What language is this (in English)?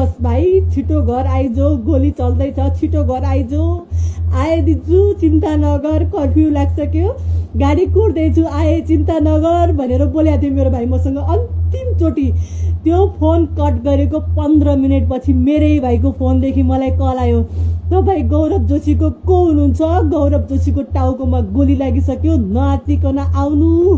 Nepali